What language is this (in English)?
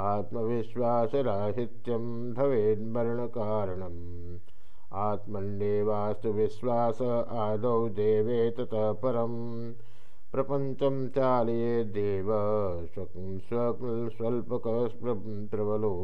Sanskrit